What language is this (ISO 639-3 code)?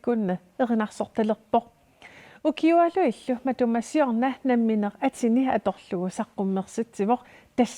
kal